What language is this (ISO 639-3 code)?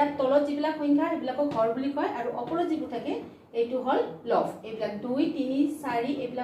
asm